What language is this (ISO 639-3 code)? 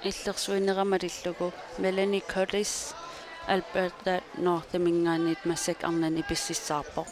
kal